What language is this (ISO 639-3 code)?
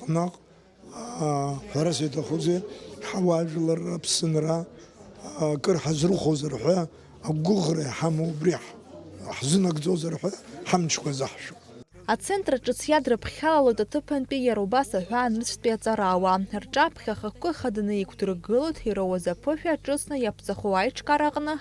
abk